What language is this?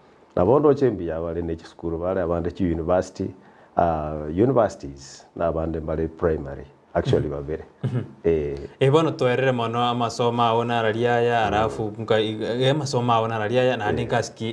Gusii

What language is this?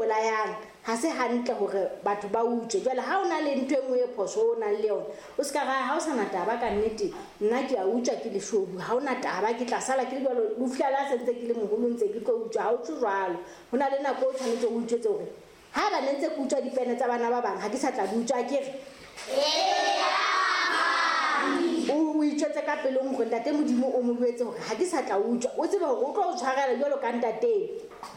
Southern Sotho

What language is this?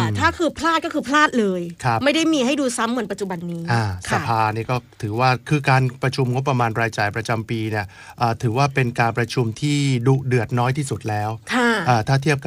Thai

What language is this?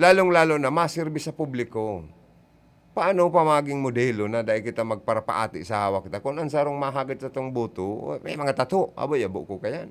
Bikol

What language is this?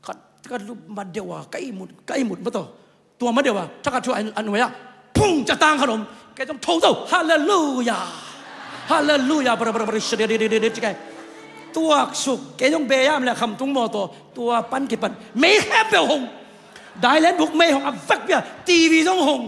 Tedim Chin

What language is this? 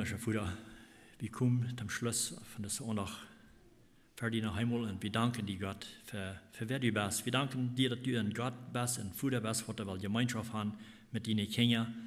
Plautdietsch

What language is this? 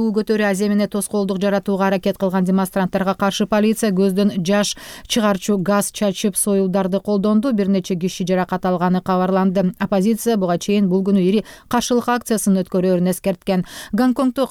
Kyrgyz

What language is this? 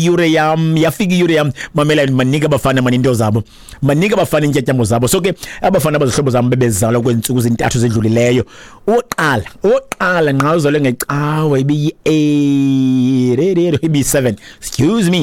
Xhosa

